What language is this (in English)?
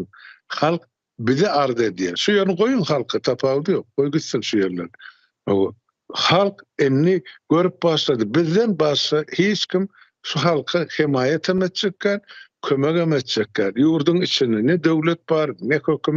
Turkmen